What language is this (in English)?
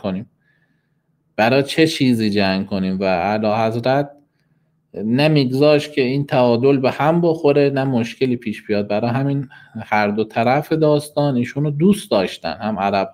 Persian